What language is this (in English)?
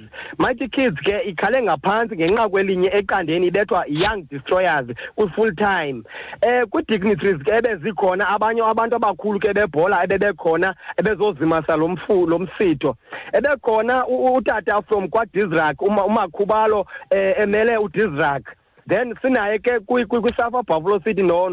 Xhosa